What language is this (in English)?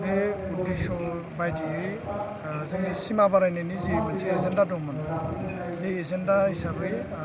Bodo